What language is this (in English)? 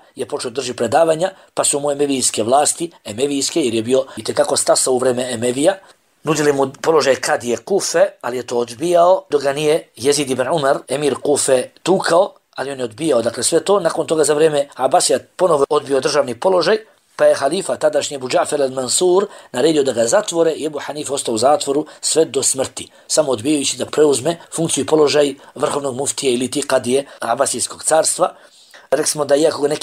Bosnian